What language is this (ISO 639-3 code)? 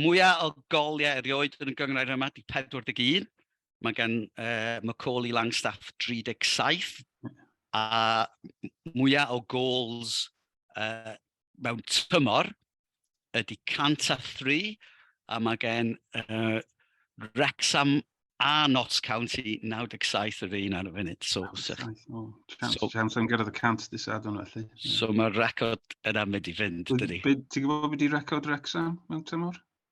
cym